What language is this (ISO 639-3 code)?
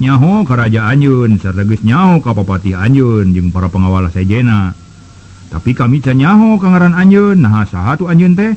sun